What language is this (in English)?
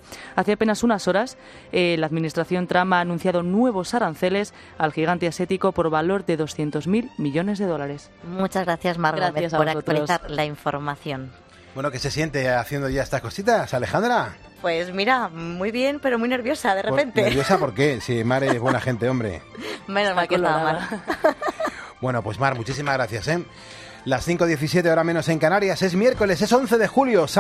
Spanish